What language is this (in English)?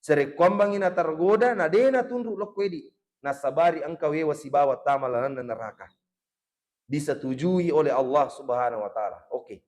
Buginese